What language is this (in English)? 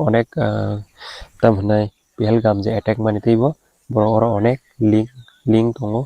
Kok Borok